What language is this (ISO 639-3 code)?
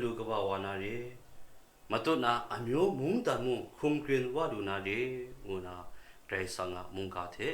kac